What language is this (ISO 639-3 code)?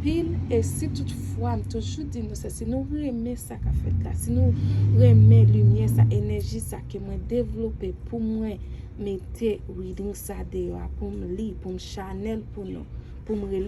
hat